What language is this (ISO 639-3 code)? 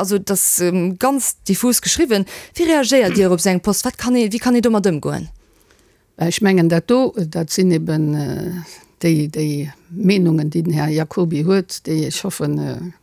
ltz